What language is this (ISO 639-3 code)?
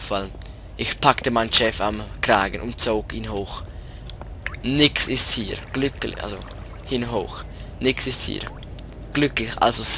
gsw